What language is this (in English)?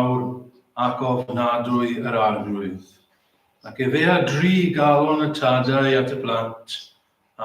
Welsh